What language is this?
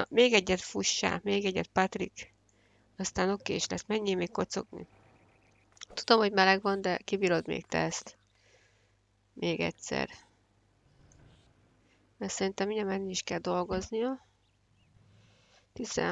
Hungarian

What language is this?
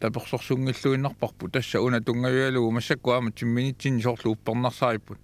Kalaallisut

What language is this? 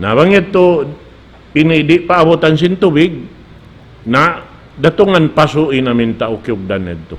Tausug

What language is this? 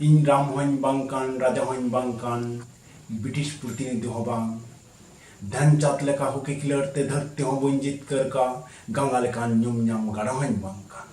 Santali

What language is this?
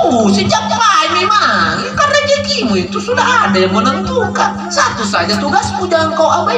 Makasar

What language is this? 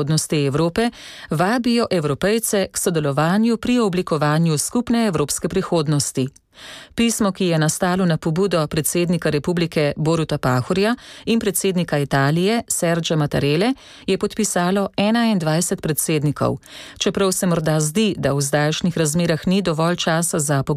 Slovenian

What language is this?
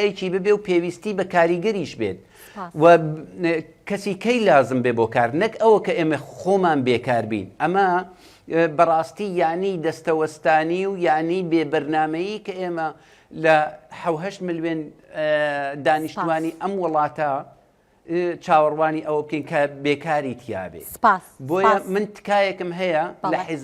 Central Kurdish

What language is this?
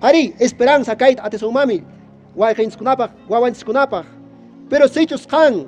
Quechua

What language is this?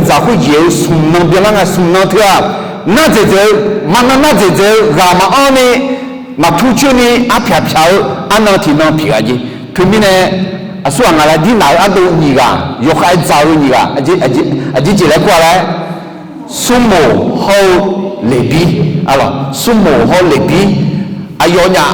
Akha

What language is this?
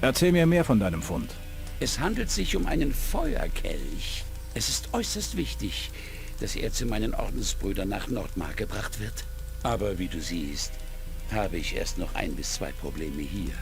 Bavarian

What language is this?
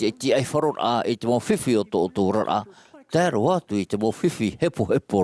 Tahitian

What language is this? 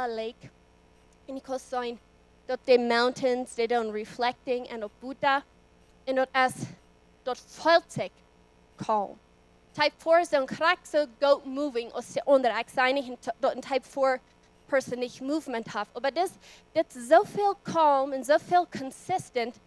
Plautdietsch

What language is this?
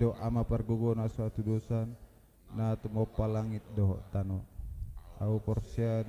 Batak Toba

